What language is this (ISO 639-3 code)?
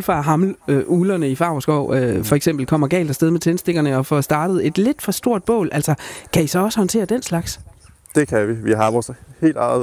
dan